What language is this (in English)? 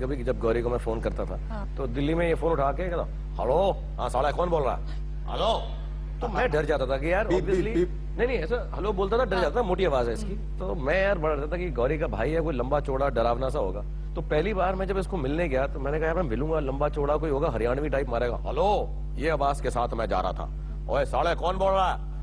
Hindi